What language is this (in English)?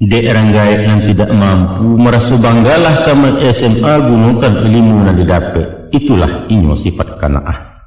Minangkabau